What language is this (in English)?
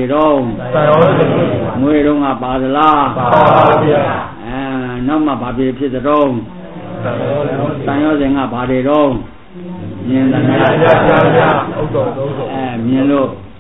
Burmese